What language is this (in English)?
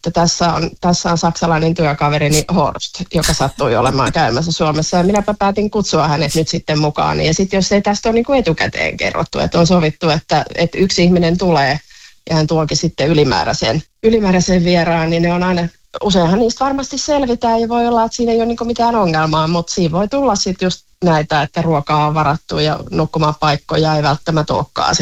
Finnish